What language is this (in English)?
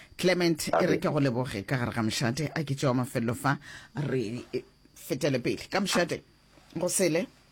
Northern Sotho